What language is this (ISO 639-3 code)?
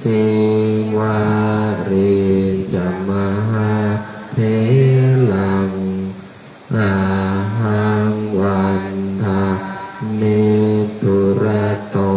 pli